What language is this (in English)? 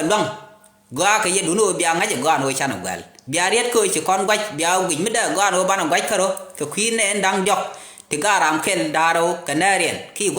Nuer